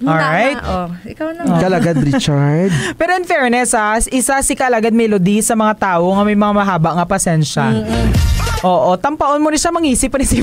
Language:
Hiligaynon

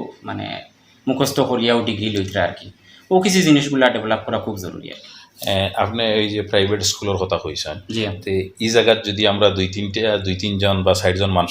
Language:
Sylheti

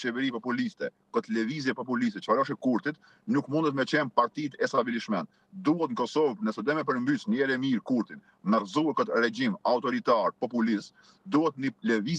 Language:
Albanian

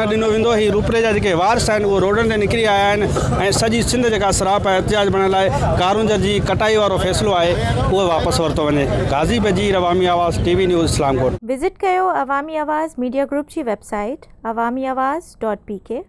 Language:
Sindhi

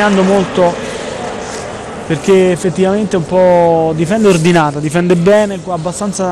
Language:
Italian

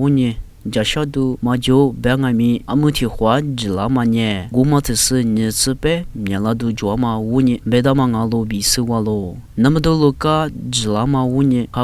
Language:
Lisu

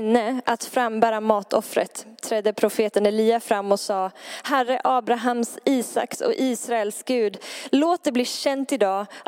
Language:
Swedish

